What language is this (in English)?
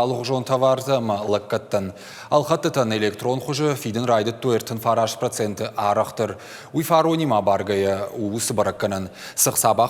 Ossetic